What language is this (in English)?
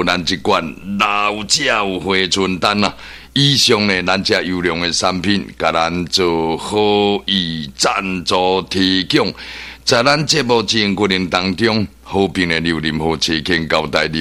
Min Nan Chinese